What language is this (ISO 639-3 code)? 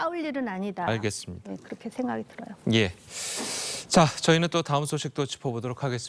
kor